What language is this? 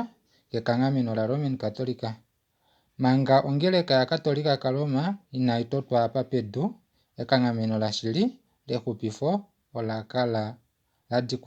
Kuanyama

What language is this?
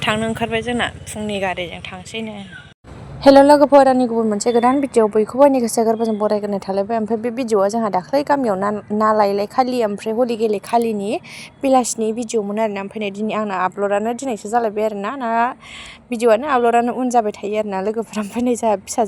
Bodo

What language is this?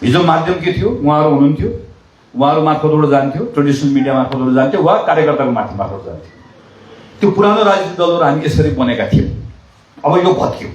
Nepali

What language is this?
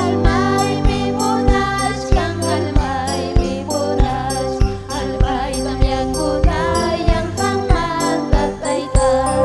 Ayacucho Quechua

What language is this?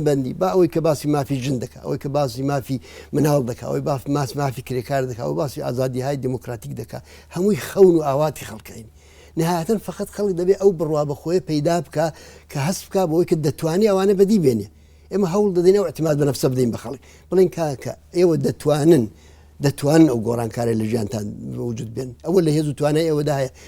Central Kurdish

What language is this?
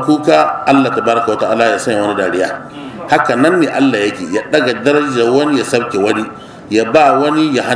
Hausa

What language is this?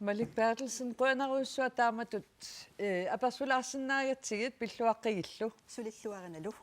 Kalaallisut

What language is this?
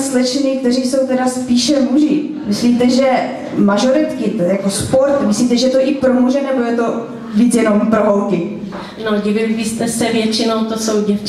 Czech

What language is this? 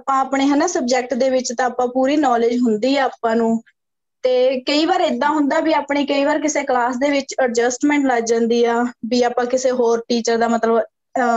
Punjabi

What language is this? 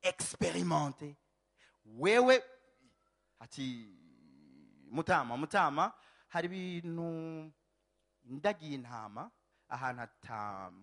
Rundi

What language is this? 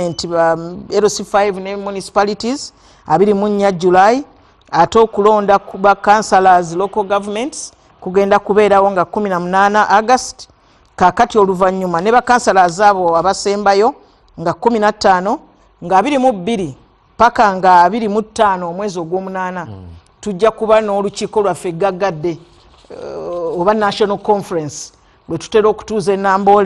Ganda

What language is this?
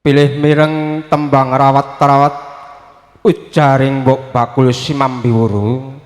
Javanese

